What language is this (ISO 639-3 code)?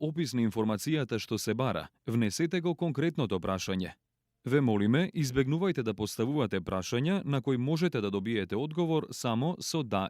mkd